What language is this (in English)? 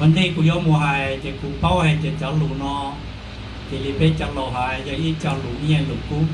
Hmong